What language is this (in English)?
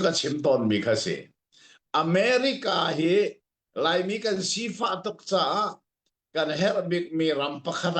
Hakha Chin